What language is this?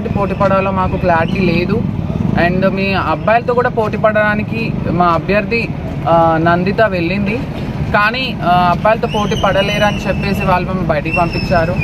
Telugu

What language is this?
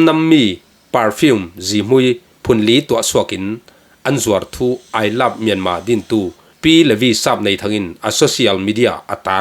Falam Chin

